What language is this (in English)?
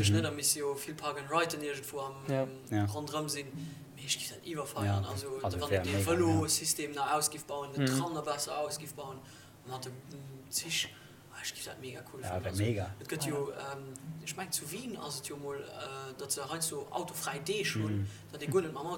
Luxembourgish